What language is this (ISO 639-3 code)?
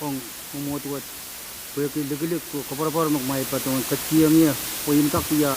pon